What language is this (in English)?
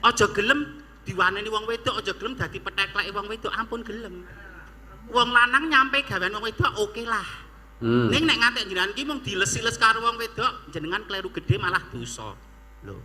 Javanese